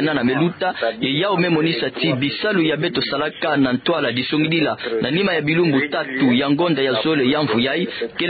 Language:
Kituba (Democratic Republic of Congo)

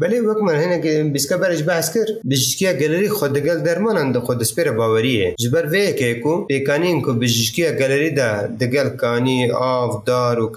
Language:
Kurdish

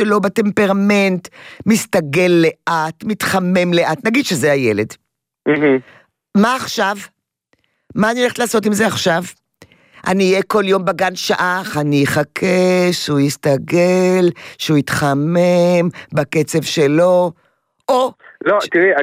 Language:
Hebrew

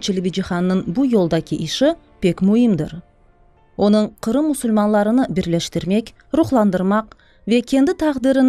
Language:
Crimean Tatar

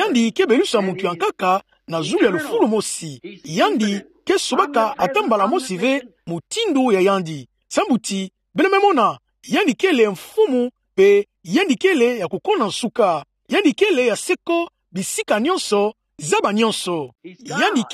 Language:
Kituba (Democratic Republic of Congo)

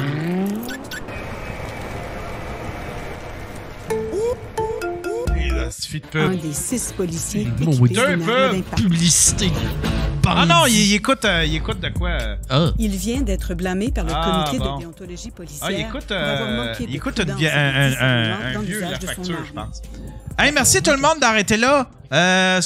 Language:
French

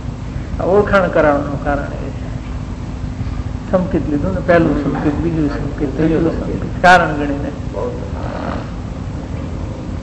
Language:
Gujarati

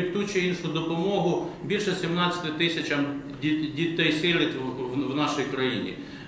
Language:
Ukrainian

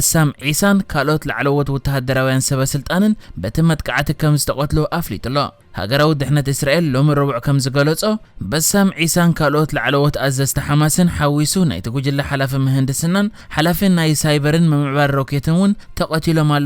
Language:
Tigrinya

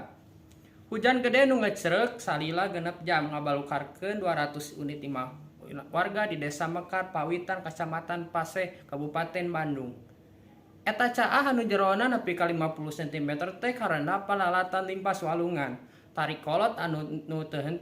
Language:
Sundanese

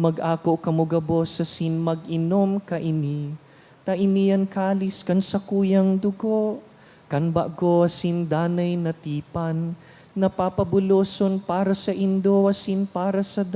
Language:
Bikol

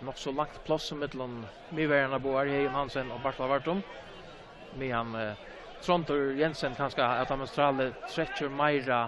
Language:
Faroese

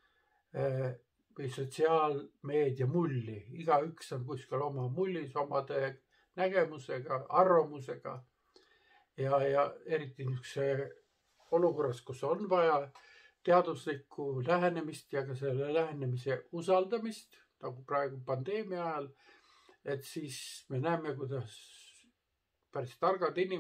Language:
Estonian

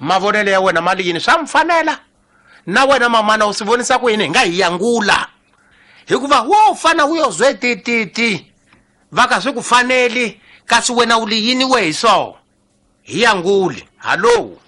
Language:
Tsonga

